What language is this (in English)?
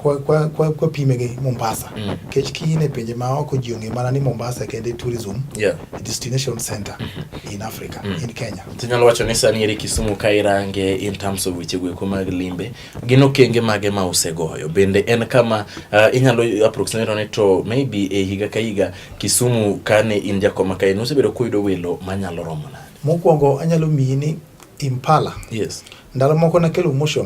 Luo (Kenya and Tanzania)